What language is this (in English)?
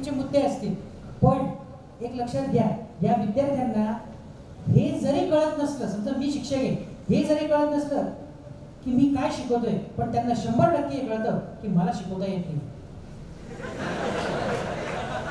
Marathi